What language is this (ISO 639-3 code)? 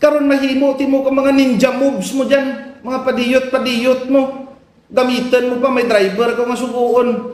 hil